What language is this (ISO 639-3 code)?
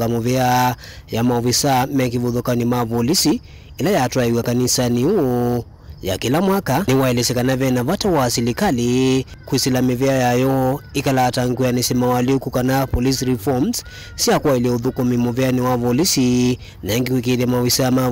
kam